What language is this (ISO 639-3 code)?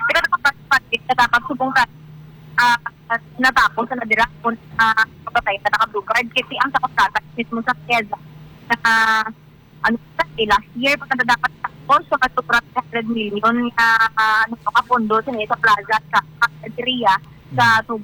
hil